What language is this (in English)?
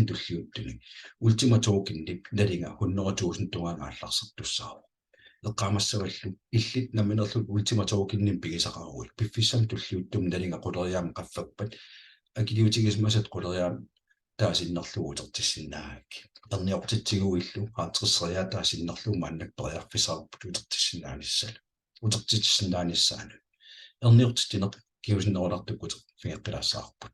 Kalaallisut